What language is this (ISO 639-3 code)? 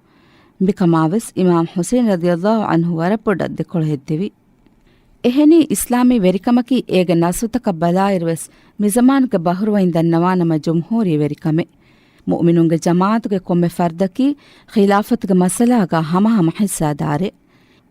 div